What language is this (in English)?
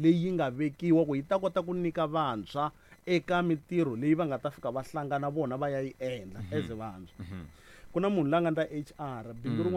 Tsonga